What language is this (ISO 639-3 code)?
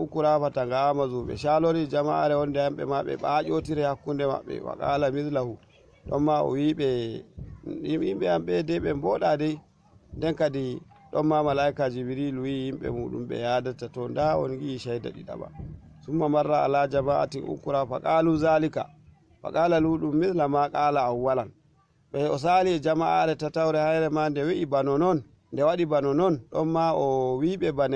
ful